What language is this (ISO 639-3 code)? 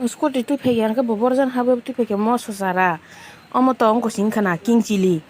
trp